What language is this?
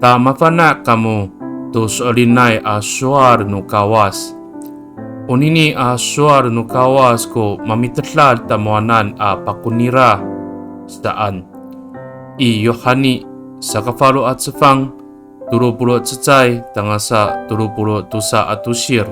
Amis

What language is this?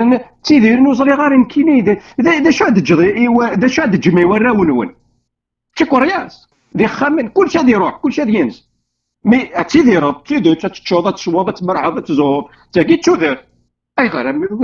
Kabyle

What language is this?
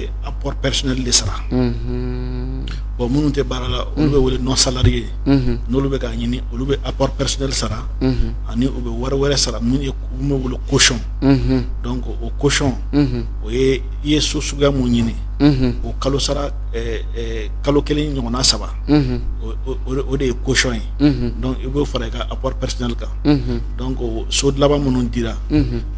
Bambara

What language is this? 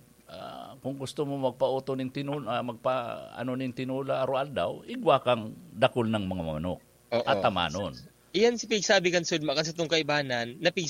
Bikol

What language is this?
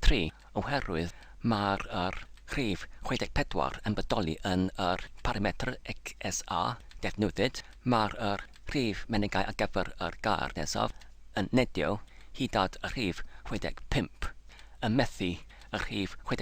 Welsh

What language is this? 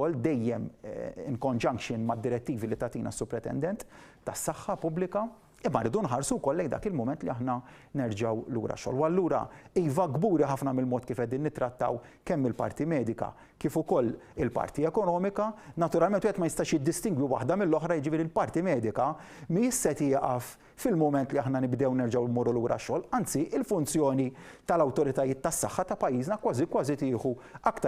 Maltese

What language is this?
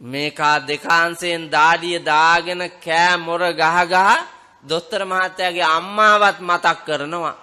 Sinhala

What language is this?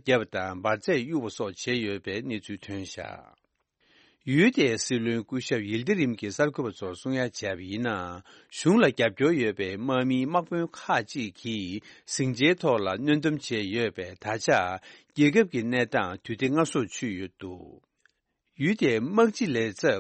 Tibetan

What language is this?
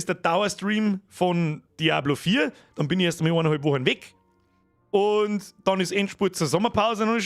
Bavarian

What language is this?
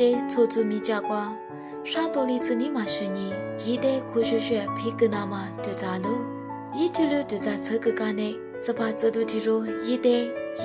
Lisu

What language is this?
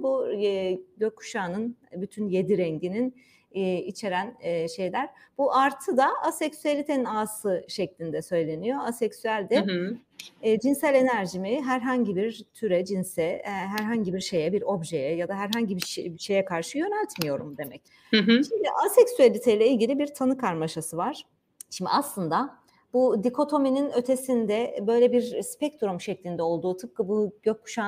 Turkish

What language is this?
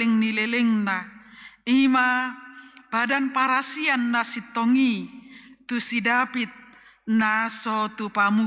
Batak Toba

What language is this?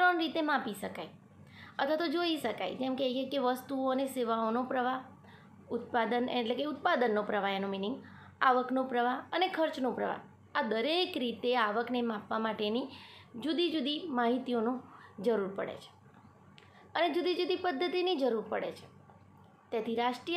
Gujarati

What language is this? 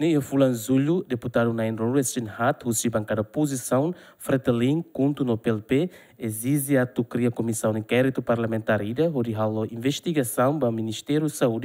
Tetum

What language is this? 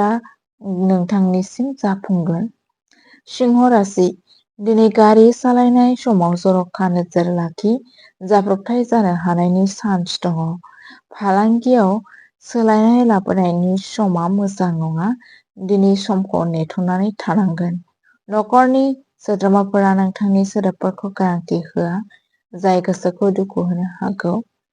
Bodo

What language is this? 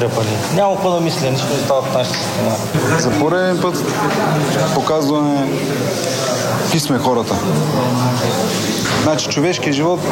Bulgarian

